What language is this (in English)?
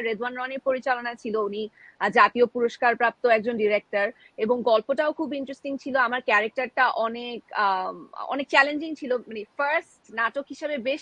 Bangla